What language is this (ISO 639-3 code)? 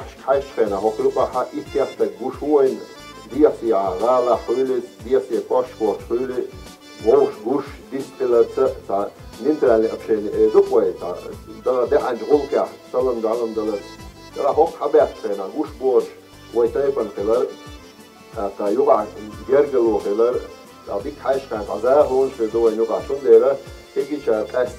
che